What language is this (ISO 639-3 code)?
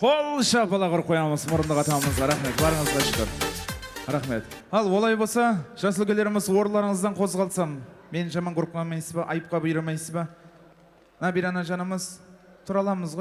kaa